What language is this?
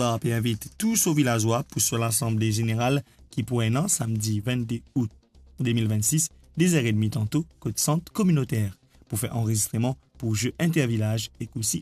Morisyen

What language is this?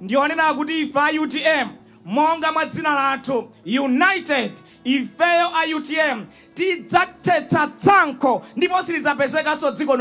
Nyanja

